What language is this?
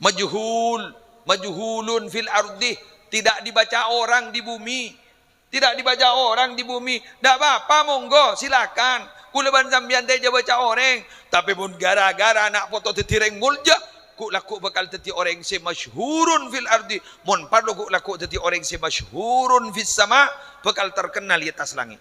Madurese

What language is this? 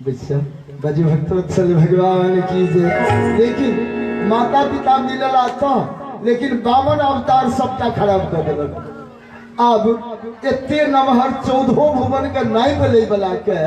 Maithili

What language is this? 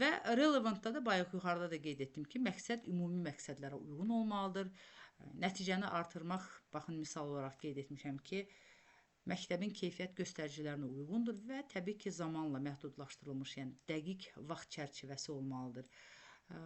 Azerbaijani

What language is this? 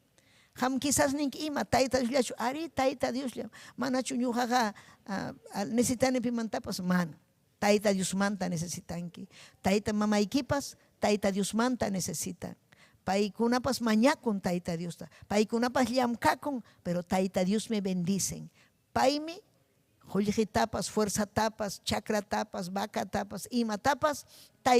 Ayacucho Quechua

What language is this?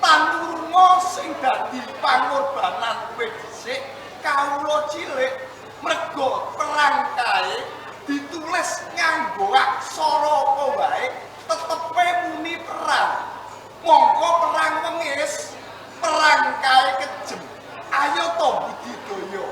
Javanese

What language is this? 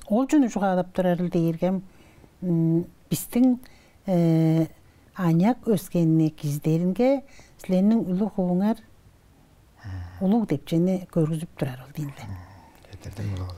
Tuvinian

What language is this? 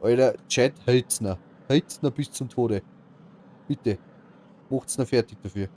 Bavarian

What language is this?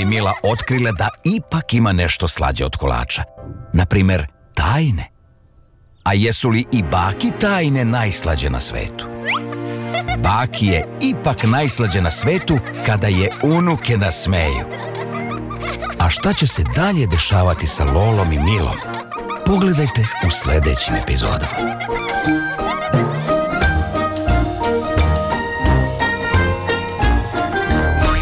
Serbian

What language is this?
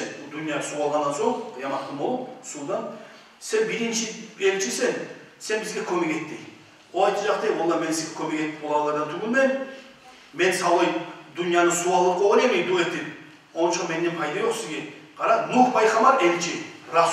Kumyk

